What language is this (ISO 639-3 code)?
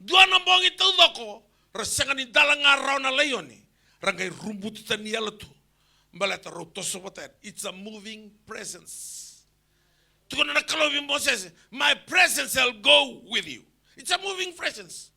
fij